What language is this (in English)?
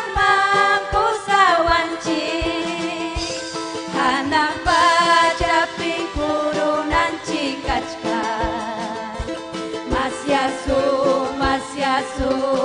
Ayacucho Quechua